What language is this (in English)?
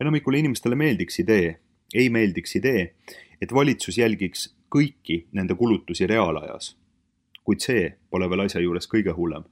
Estonian